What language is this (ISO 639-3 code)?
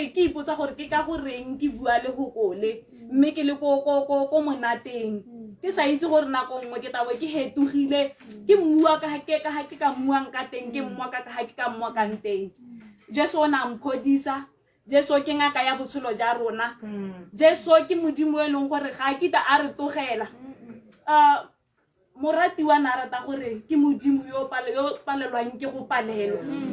tsn